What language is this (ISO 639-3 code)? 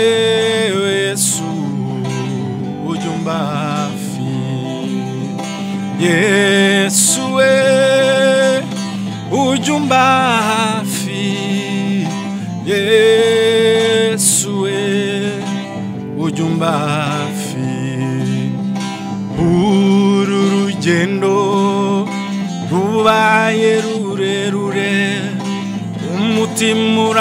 kin